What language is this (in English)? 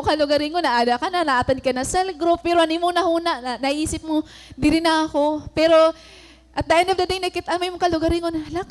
Waray